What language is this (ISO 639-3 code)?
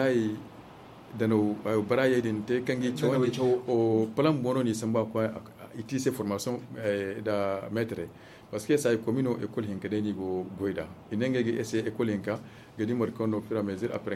dje